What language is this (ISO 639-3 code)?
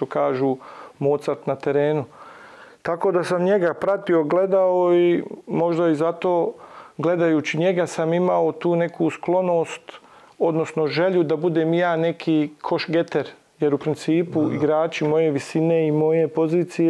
bos